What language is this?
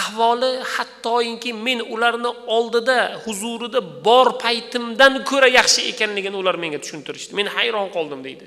Uzbek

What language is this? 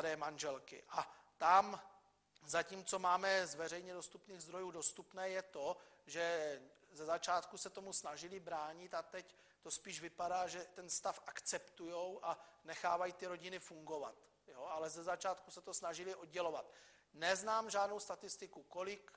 Czech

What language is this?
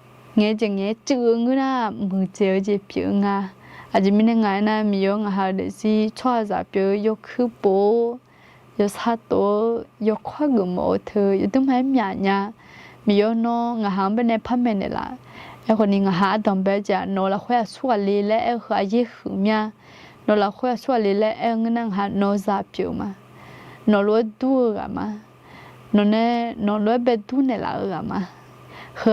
Akha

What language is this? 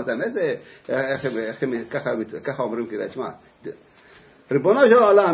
Hebrew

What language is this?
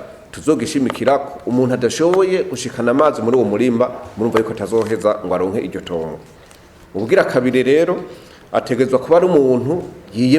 Rundi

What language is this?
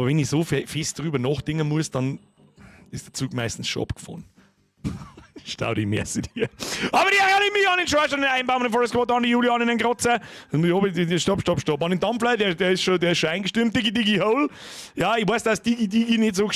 Bavarian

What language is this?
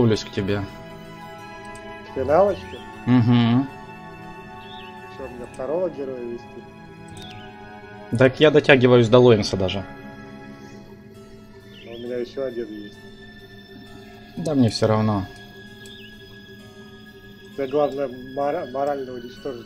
Russian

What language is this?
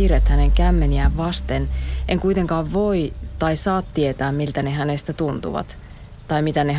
Finnish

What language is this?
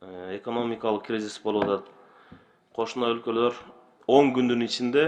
Kyrgyz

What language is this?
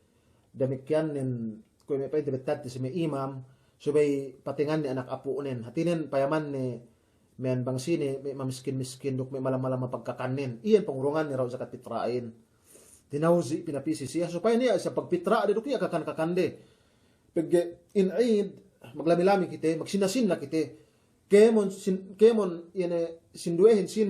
Yakan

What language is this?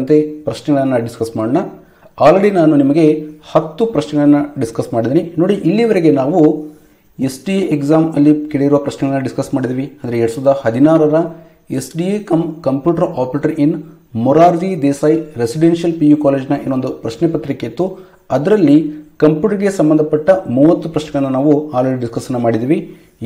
Kannada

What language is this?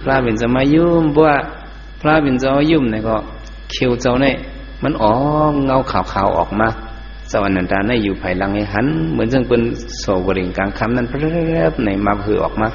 Shan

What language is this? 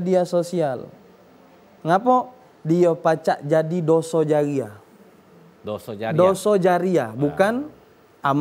Musi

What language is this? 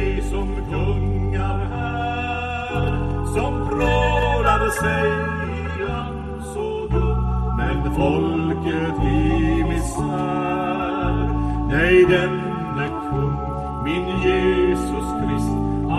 Swedish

